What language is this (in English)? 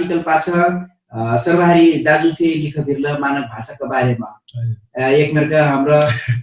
Dangaura Tharu